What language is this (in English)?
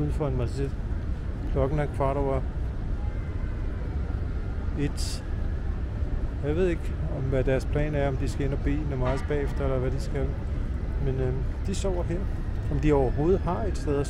Danish